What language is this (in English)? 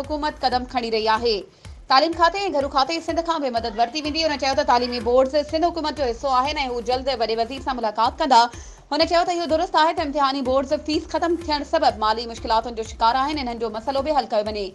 Sindhi